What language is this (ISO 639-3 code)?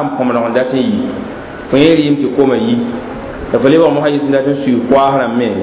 mos